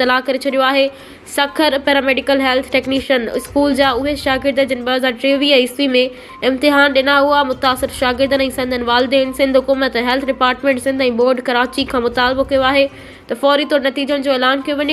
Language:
Sindhi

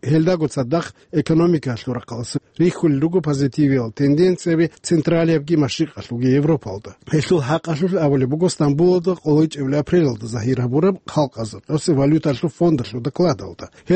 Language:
Avaric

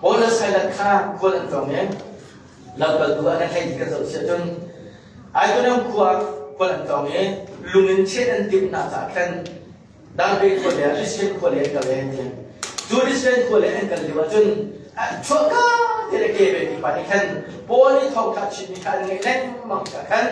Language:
Hakha Chin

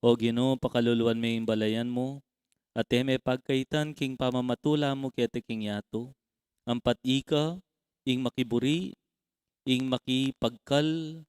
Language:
Pampanga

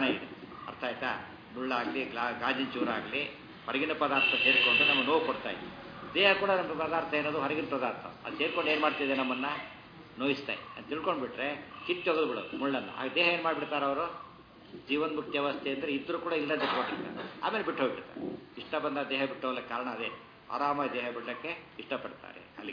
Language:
Kannada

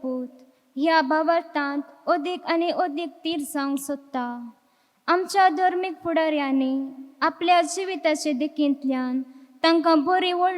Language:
Konkani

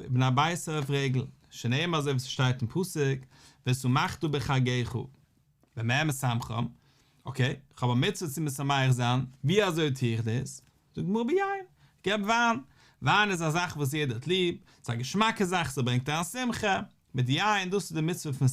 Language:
Yiddish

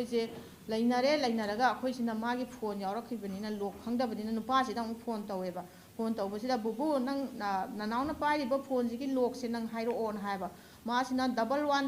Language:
Manipuri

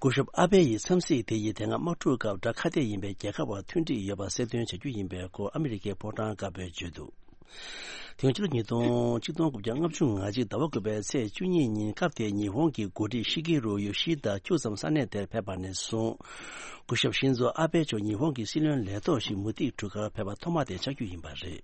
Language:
Tibetan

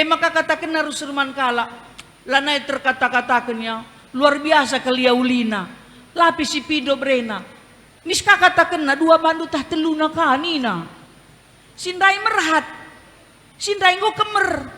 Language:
Batak Karo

